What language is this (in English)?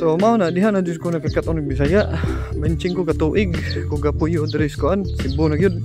Cebuano